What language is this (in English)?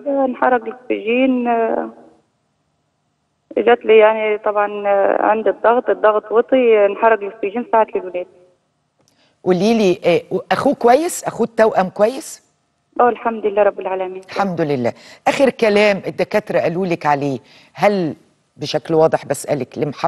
Egyptian Arabic